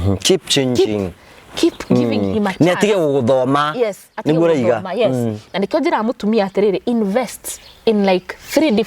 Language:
Kikuyu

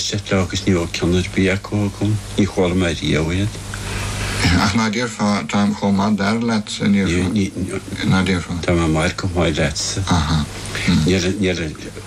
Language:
Irish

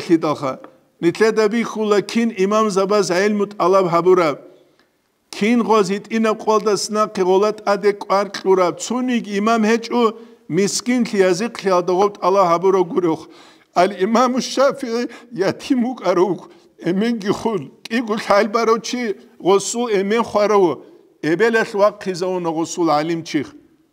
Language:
Avaric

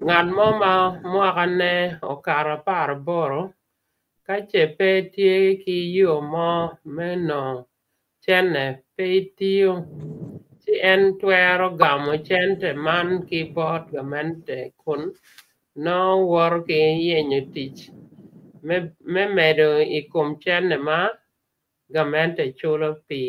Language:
Acoli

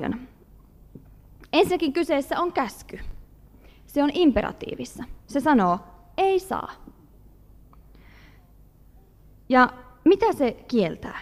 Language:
Finnish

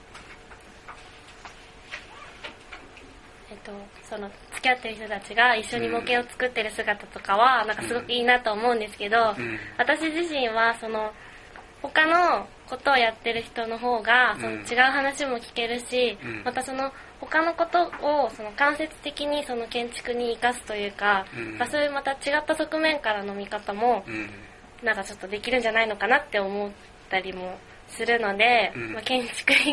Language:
Japanese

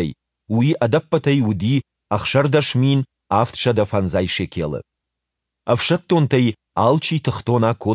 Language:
Ossetic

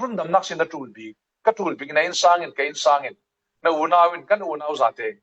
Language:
Falam Chin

